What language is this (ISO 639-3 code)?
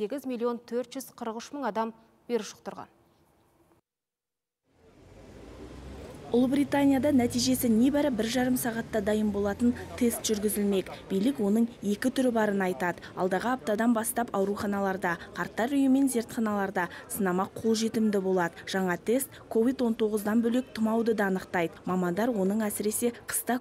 kaz